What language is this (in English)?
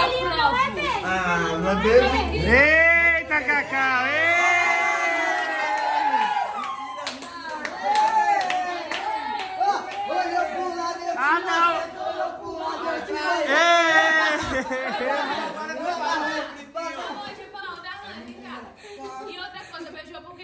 Portuguese